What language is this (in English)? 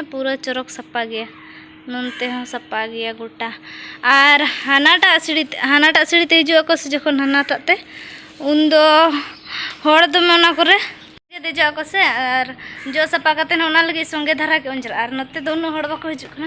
Santali